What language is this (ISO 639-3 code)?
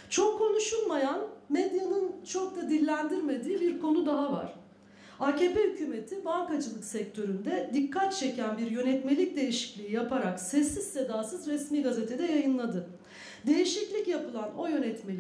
tur